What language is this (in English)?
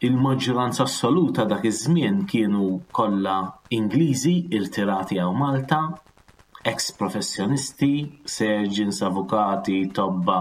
Maltese